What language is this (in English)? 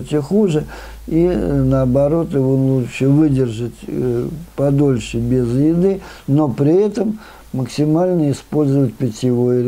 Russian